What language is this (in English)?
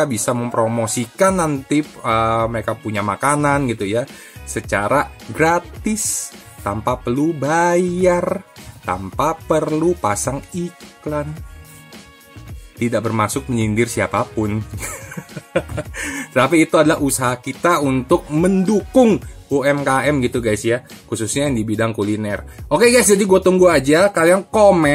Indonesian